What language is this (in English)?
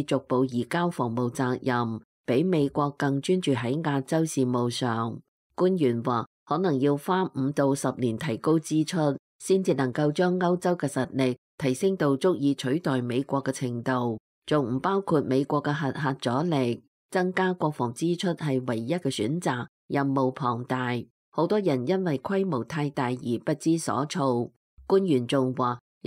Cantonese